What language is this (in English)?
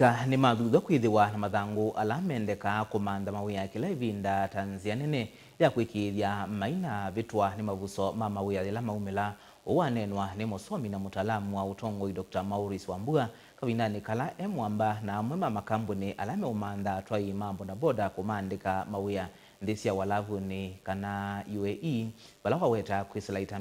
Kamba